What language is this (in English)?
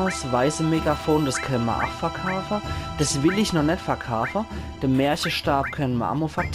Palatine German